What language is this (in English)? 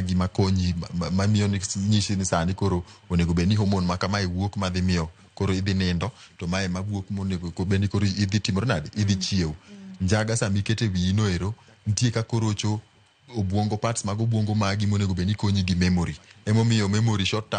Luo (Kenya and Tanzania)